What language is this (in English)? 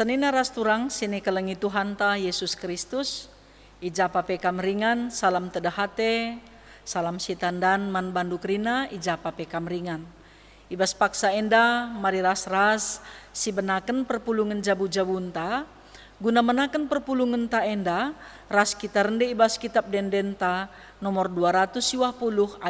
Batak Karo